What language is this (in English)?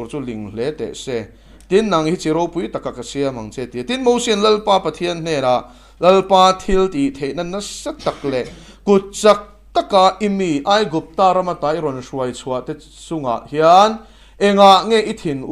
Mizo